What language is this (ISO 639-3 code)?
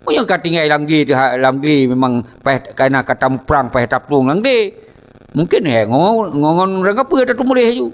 ace